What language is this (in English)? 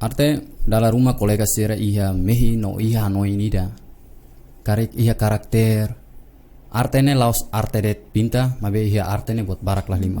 Tetum